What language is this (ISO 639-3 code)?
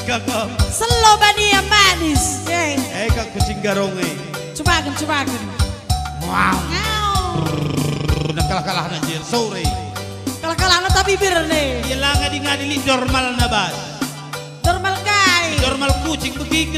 btx